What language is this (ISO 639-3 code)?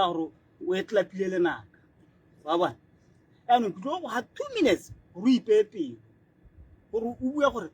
tsn